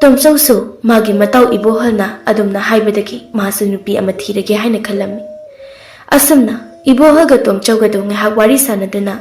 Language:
Manipuri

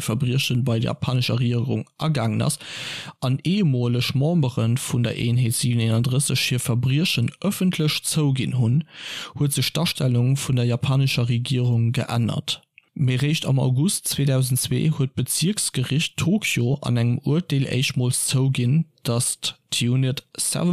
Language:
Luxembourgish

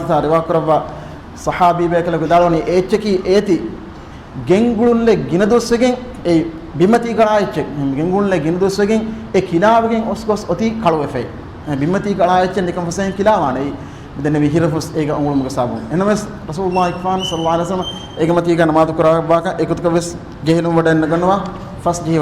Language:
Divehi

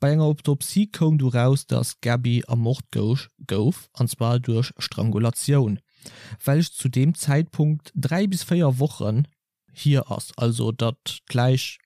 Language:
Luxembourgish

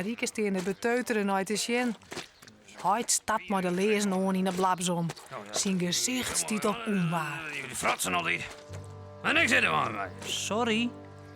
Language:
Western Frisian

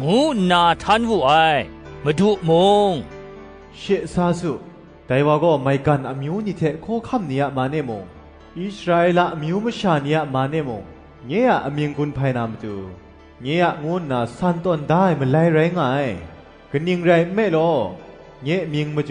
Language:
Kachin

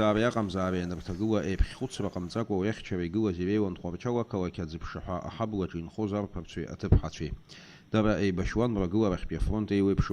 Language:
Abkhazian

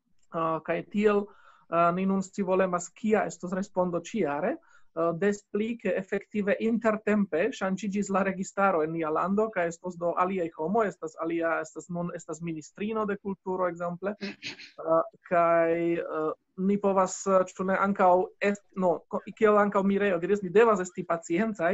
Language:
Esperanto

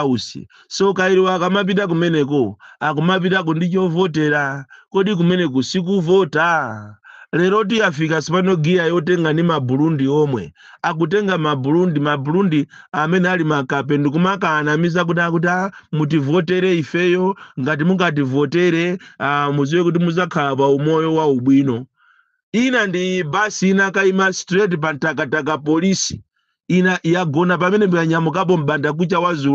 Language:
Nyanja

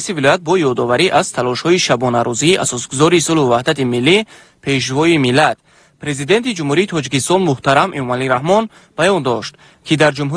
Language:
Tajik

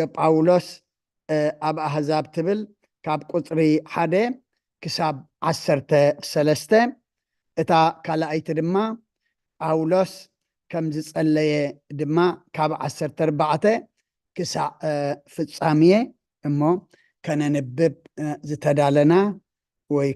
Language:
Tigrinya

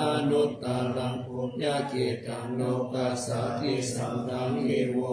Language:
Pali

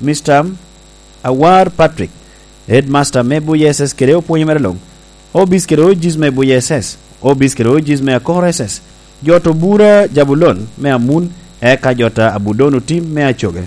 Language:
Lango (Uganda)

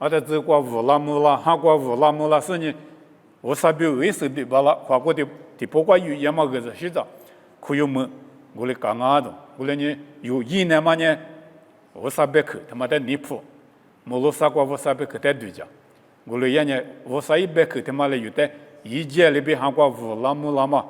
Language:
Lisu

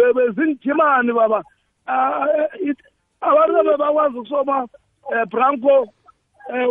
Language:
South Ndebele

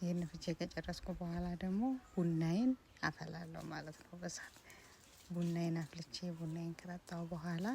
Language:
Amharic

